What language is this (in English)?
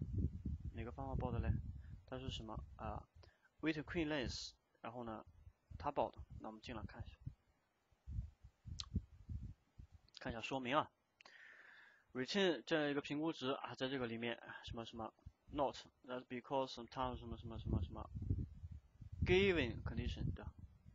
Chinese